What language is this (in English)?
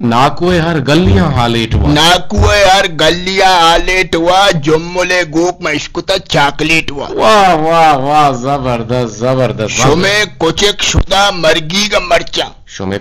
Eastern Balochi